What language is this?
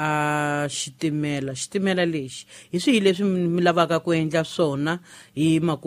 Tsonga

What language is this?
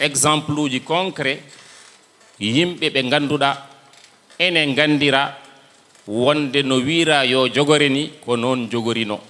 Fula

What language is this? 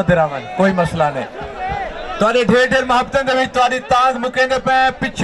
Saraiki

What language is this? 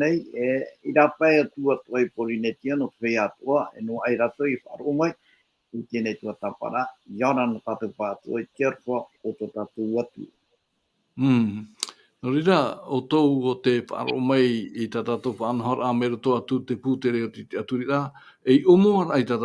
Tahitian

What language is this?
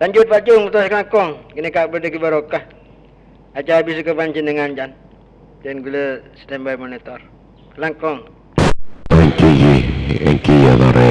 Madurese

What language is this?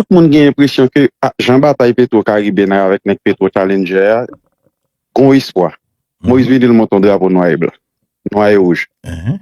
Haitian Creole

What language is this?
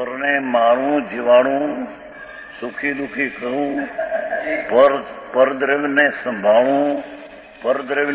Gujarati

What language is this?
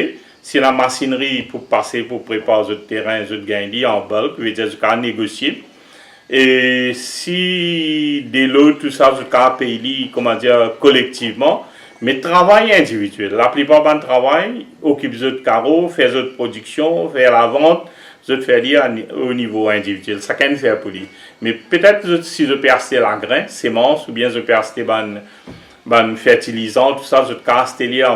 Morisyen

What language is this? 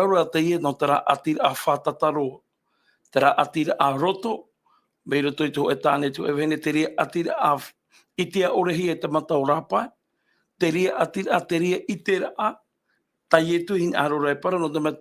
Tahitian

